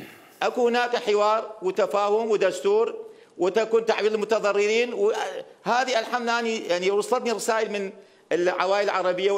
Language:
Mesopotamian Arabic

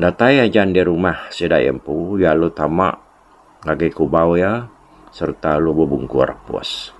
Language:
Iban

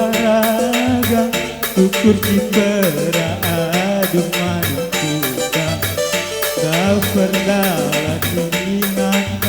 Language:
Batak Karo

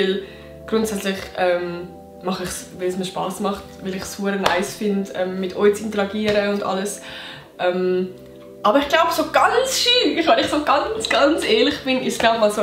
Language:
Swiss German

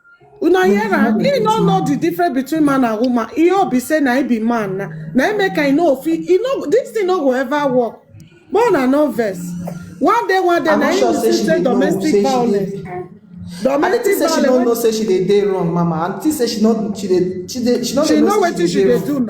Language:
Nigerian Pidgin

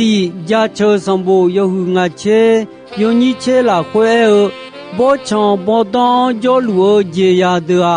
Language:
Akha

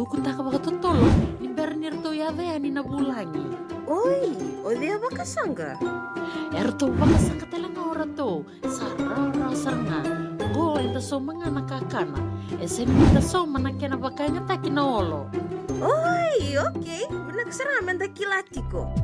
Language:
Fijian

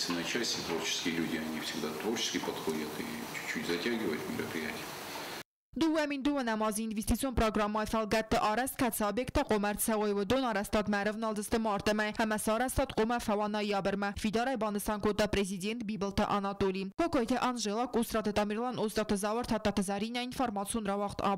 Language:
Ossetic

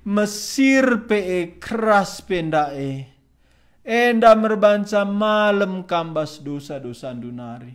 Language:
Batak Karo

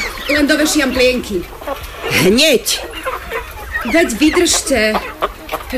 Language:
Slovak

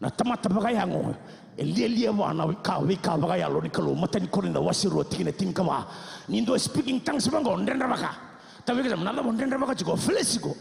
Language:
Fijian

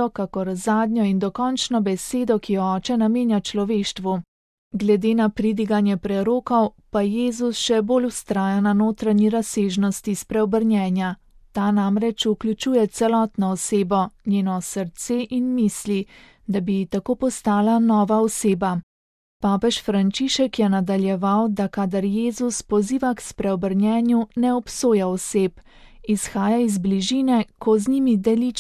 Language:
Slovenian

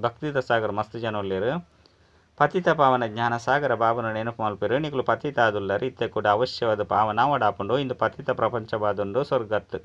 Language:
Tulu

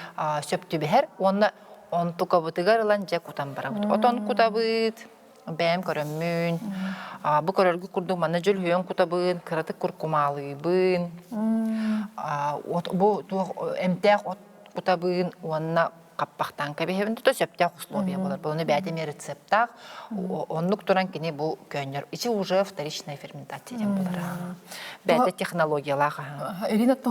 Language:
Yakut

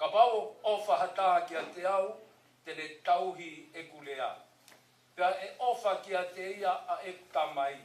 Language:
Tongan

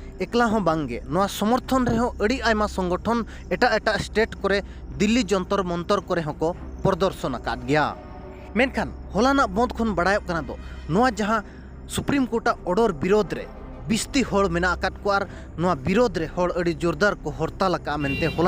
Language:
Santali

